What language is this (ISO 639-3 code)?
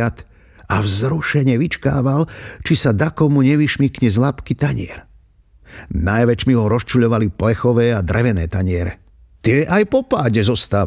slk